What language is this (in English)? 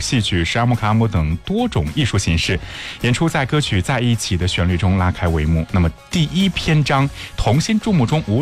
Chinese